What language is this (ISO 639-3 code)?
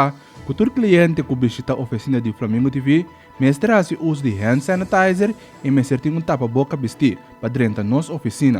pap